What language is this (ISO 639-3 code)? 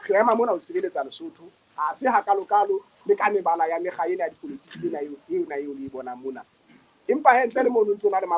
sot